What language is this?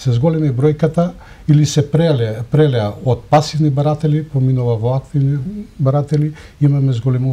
Macedonian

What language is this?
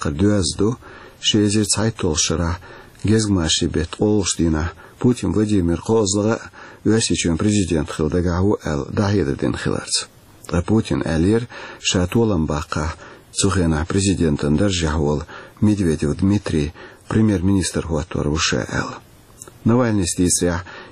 Chechen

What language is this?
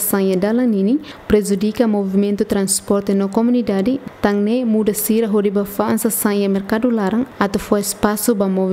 Tetum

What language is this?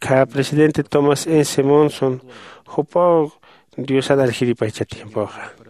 Aymara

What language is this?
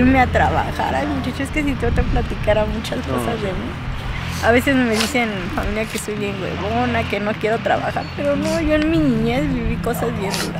Spanish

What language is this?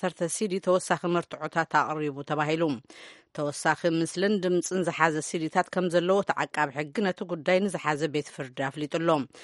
Tigrinya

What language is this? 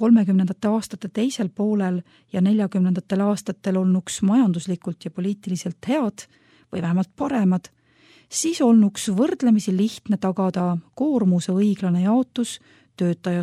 Estonian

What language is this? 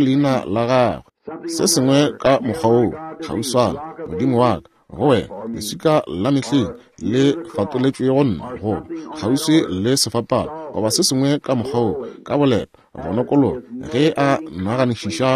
Northern Sotho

